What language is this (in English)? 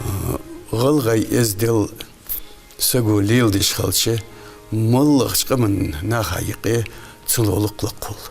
Ingush